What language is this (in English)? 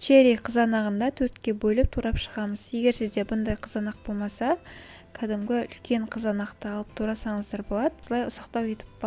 Kazakh